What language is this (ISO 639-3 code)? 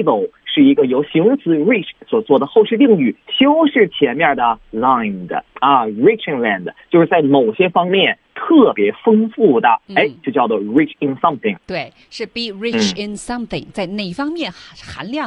zho